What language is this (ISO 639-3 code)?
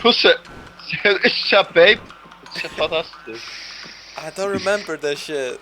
fao